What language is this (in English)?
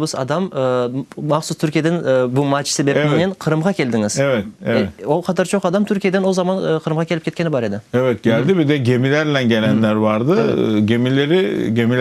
Crimean Tatar